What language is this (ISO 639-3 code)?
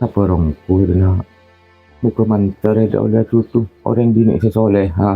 mad